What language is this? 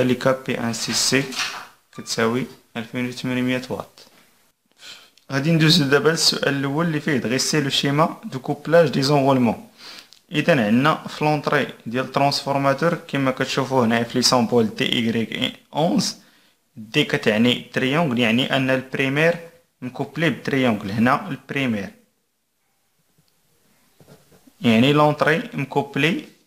Moroccan Arabic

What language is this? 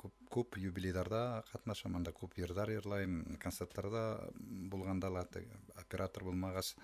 Bashkir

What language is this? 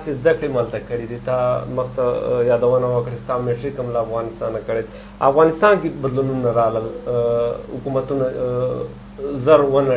Pashto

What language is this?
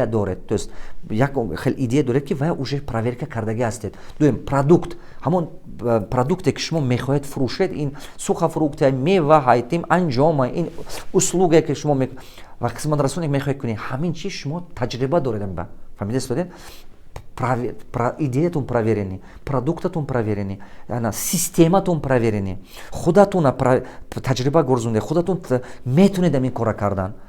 Tajik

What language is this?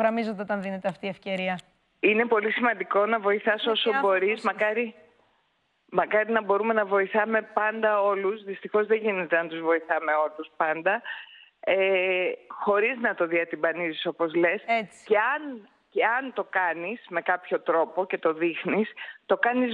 Greek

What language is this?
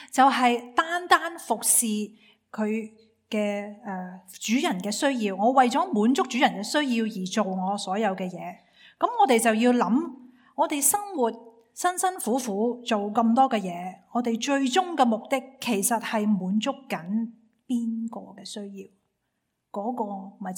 Cantonese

